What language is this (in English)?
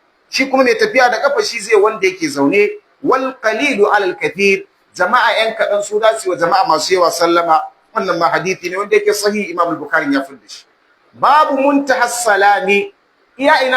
Hausa